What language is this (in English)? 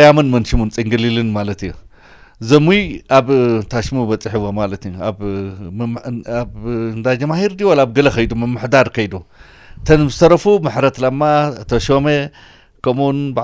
Tigrinya